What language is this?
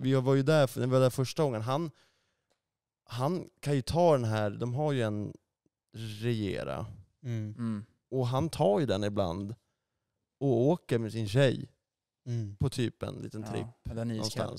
Swedish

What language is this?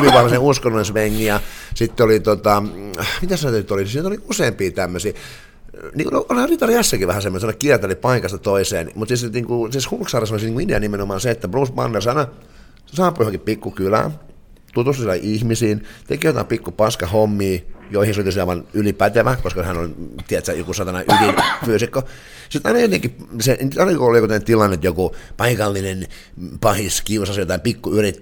Finnish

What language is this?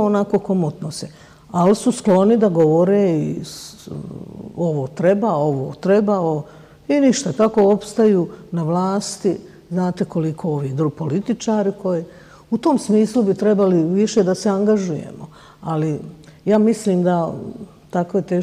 Bosnian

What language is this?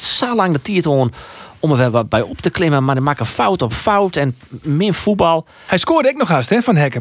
Western Frisian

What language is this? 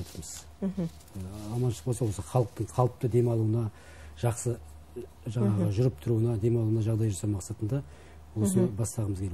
Kazakh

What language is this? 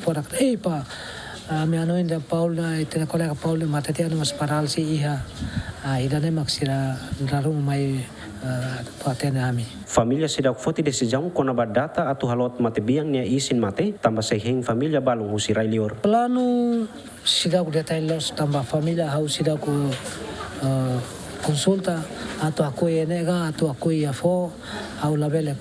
Tetum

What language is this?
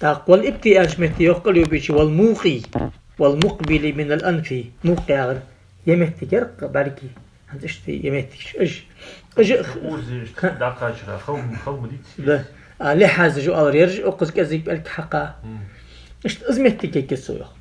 Ingush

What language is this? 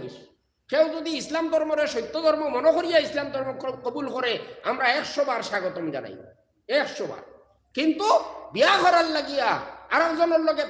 Sylheti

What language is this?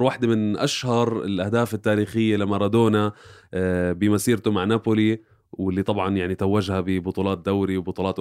North Levantine Arabic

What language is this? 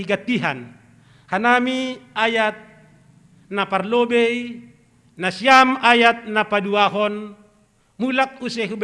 Batak Simalungun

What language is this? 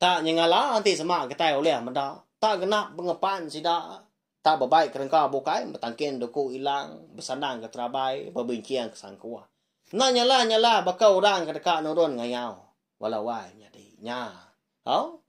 Iban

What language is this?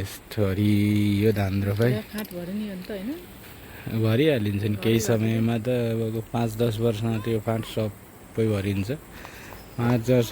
Nepali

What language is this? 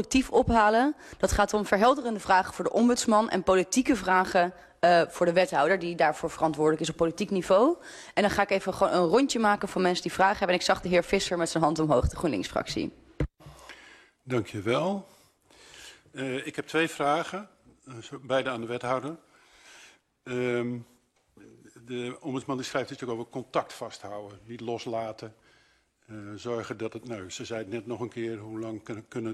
Dutch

